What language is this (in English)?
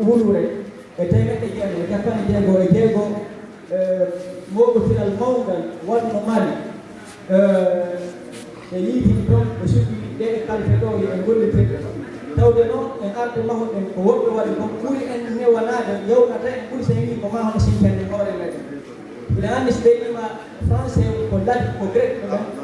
Fula